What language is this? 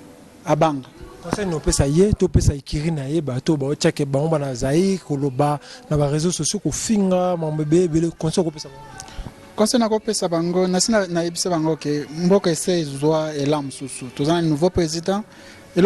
Lingala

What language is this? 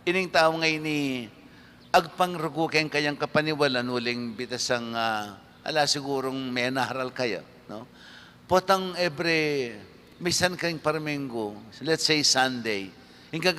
Pampanga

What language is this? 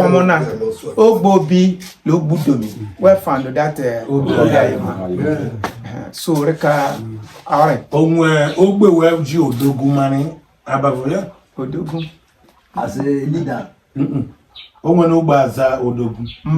Igbo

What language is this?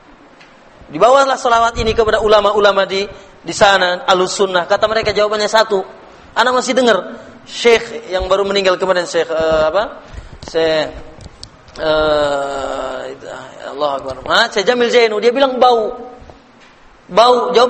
Indonesian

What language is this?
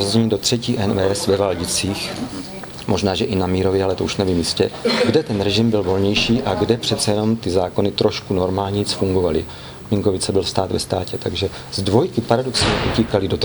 Czech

